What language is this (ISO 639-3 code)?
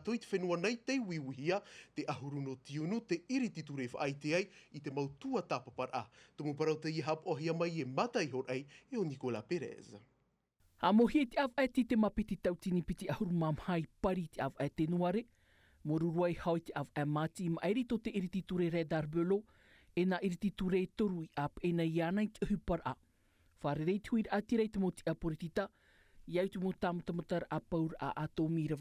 tah